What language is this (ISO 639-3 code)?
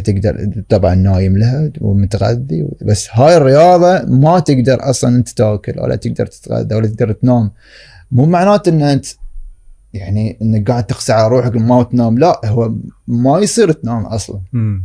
afb